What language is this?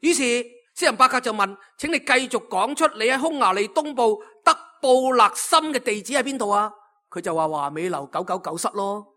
Cantonese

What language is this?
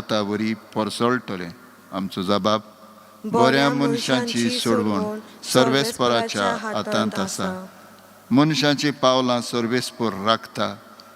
Konkani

